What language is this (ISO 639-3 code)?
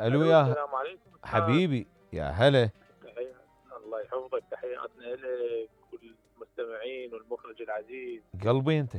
acm